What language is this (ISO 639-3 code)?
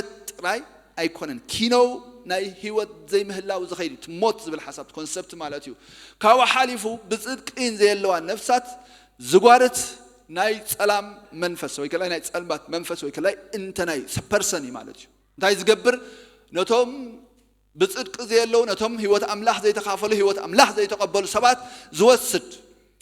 tir